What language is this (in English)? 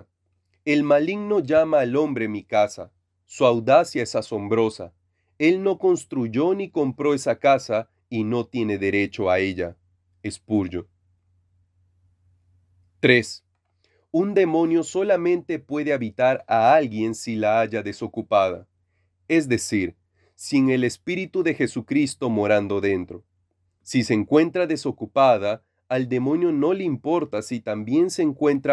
Spanish